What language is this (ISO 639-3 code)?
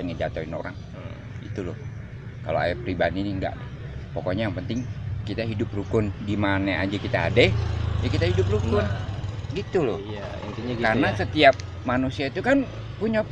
bew